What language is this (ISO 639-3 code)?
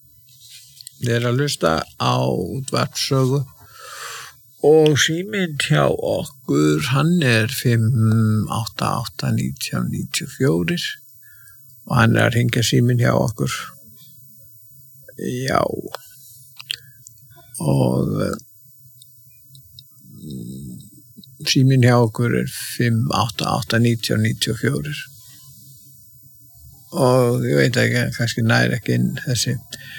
isl